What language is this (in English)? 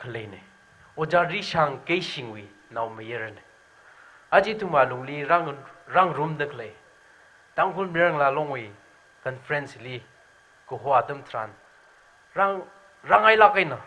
Tangkhul Naga (India)